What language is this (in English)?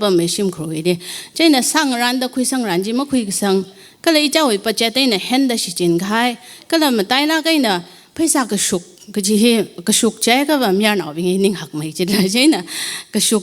Tangkhul Naga (India)